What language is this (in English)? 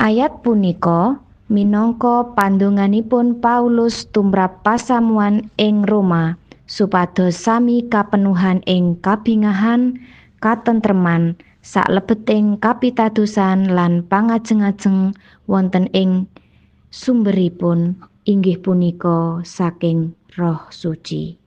Javanese